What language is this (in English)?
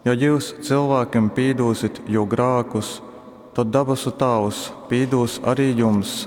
Latgalian